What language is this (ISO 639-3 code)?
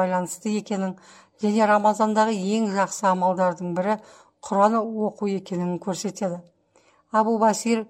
kaz